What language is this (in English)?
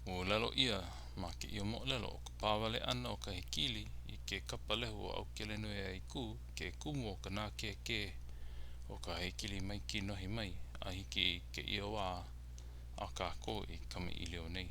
Hawaiian